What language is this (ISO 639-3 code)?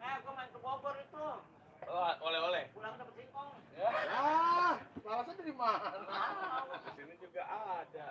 bew